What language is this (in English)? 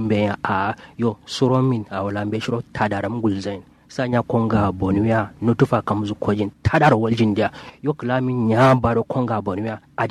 Kanuri